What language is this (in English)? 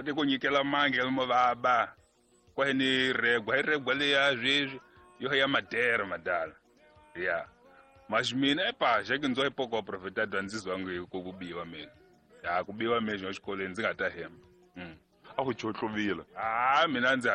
Tsonga